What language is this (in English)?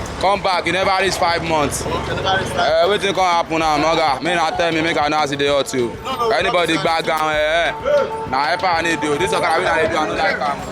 Nigerian Pidgin